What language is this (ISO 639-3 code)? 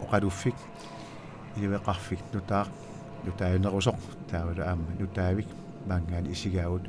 kal